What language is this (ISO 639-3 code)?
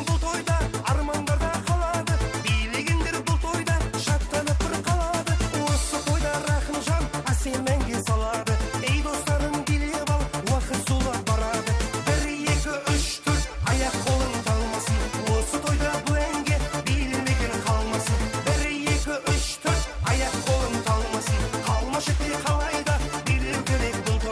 kaa